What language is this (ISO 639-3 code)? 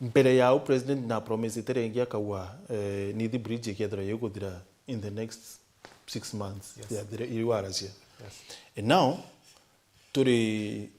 mer